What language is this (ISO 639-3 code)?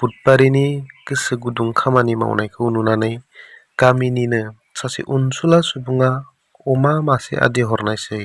brx